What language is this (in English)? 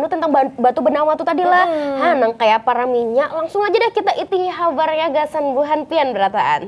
Banjar